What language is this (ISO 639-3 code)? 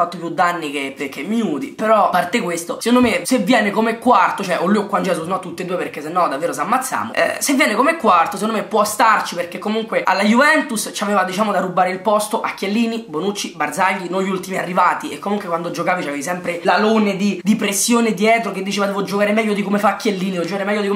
ita